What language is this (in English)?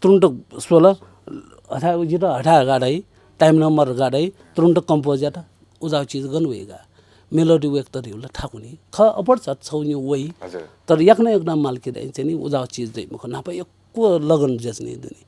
Newari